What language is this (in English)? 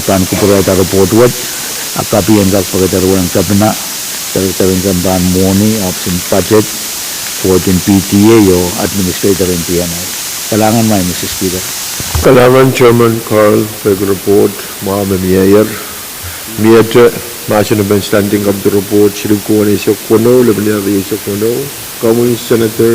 Pohnpeian